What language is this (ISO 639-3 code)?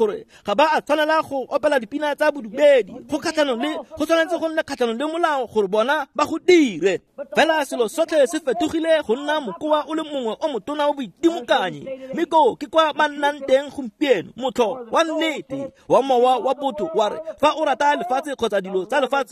tsn